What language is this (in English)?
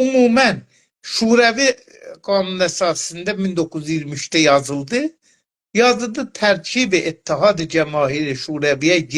South Azerbaijani